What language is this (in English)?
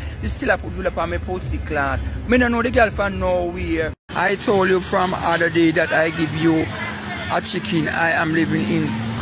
Jamaican Creole English